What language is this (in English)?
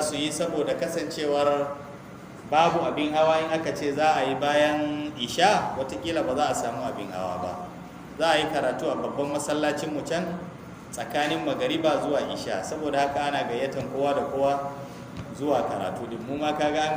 Hausa